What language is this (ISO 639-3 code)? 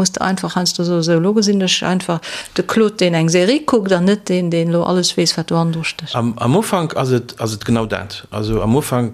ltz